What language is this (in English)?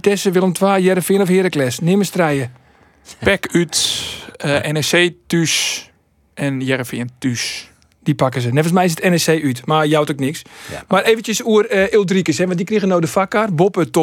Western Frisian